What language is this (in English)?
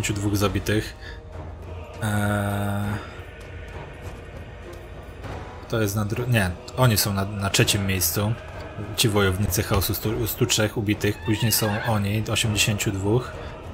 Polish